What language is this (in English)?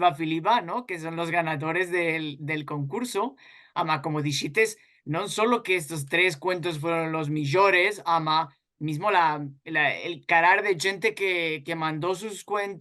Ladino